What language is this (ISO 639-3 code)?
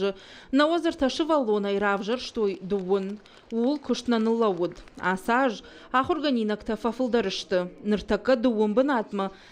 oss